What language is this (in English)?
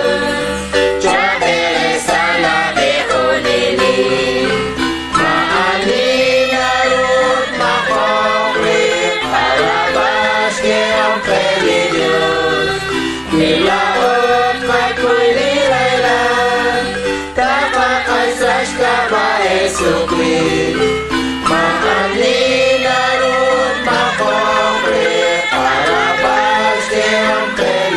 Kekchí